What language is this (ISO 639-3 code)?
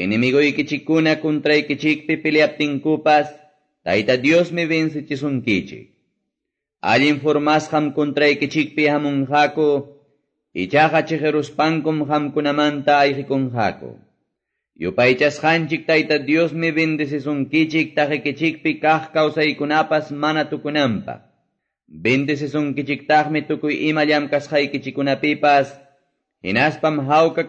que